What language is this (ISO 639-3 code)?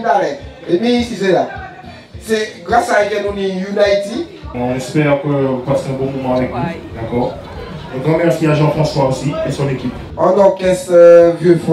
gcf